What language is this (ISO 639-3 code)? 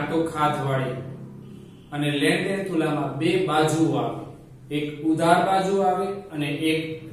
guj